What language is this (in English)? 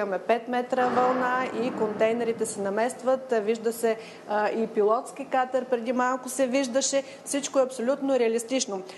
Bulgarian